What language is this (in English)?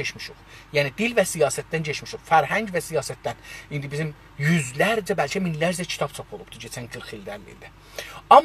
South Azerbaijani